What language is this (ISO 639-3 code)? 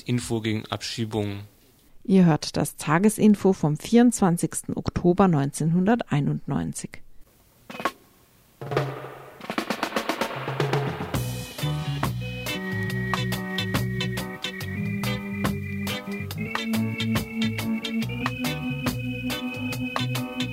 deu